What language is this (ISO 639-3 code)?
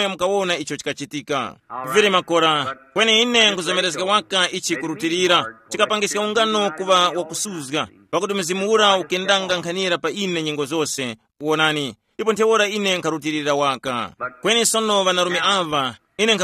tum